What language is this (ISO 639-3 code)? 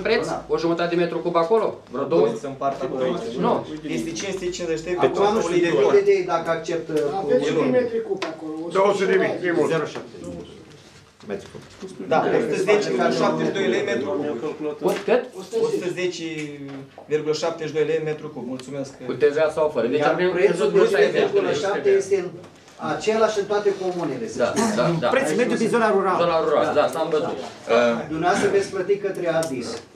ron